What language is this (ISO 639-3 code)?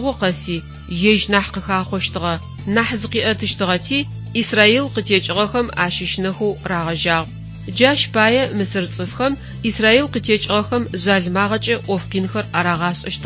ady